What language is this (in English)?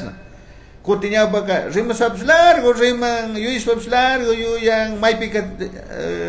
Chimborazo Highland Quichua